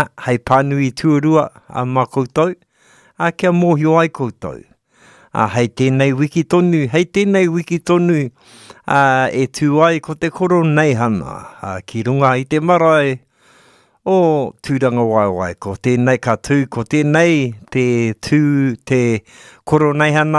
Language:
Māori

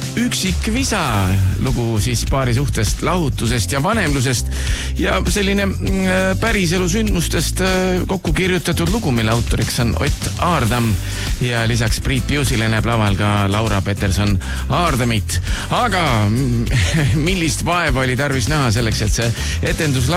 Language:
Estonian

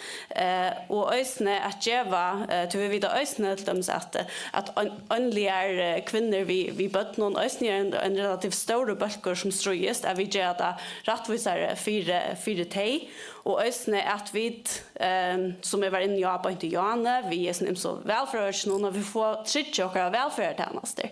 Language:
Faroese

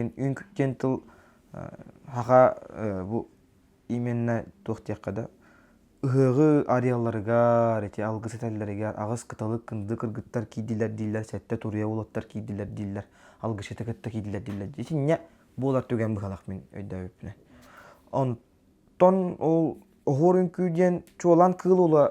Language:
Yakut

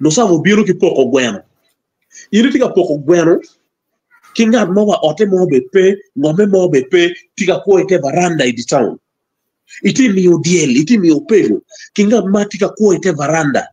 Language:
Acoli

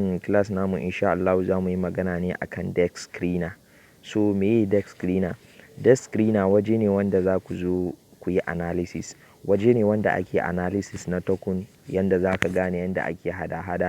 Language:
Hausa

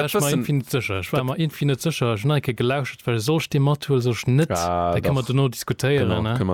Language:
Luxembourgish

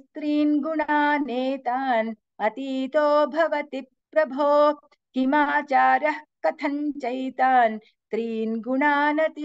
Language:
Sanskrit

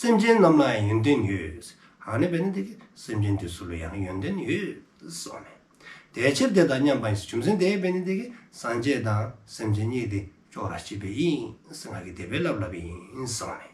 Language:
Dzongkha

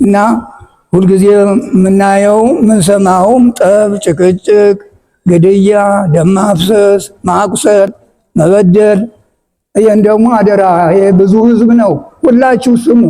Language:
Amharic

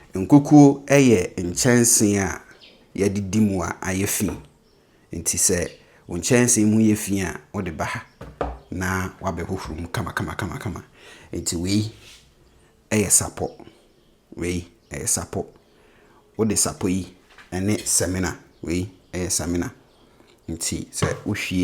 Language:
Akan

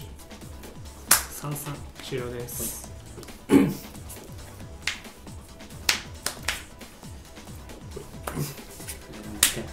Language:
Japanese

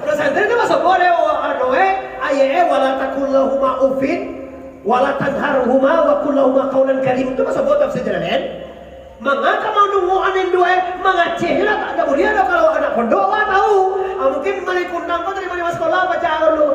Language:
Minangkabau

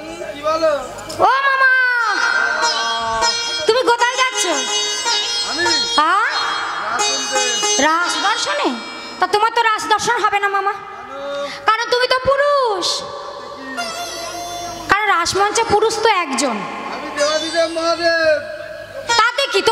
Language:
Bangla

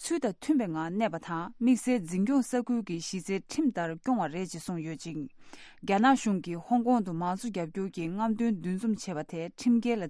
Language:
Tibetan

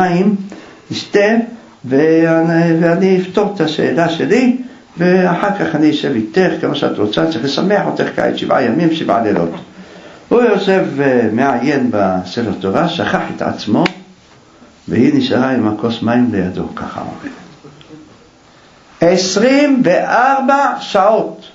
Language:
Hebrew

